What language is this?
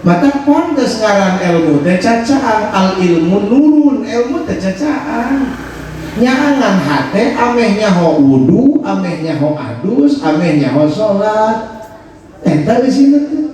Sundanese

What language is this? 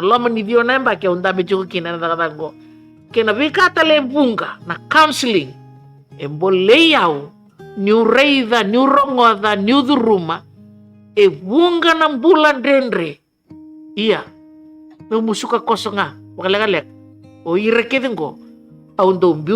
Fijian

